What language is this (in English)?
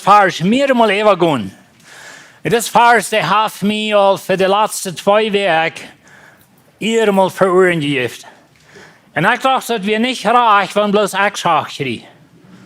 Plautdietsch